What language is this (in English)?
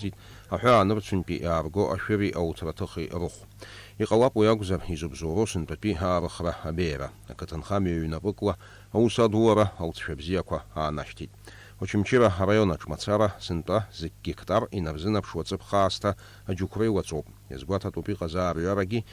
Abkhazian